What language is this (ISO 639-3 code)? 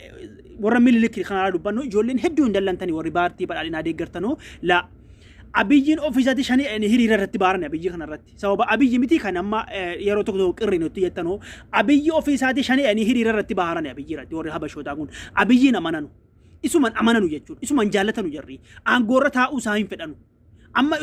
orm